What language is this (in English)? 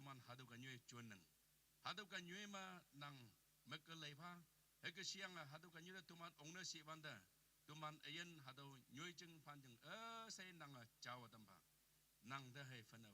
Naga Pidgin